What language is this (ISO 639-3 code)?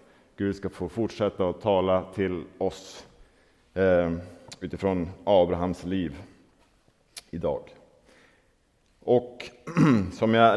swe